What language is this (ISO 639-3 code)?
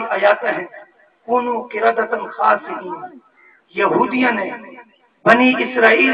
skr